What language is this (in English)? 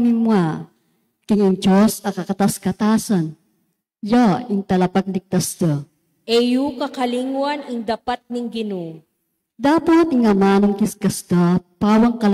Pampanga